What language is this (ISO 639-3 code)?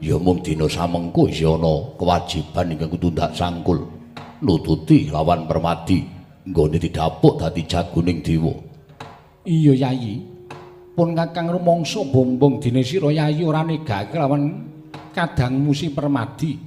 jav